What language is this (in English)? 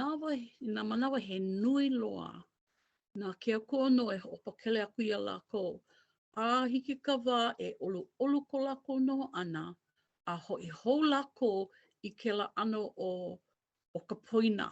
Hawaiian